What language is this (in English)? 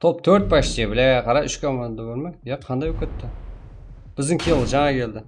Kara-Kalpak